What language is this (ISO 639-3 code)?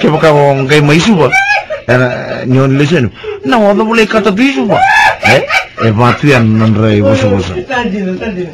fij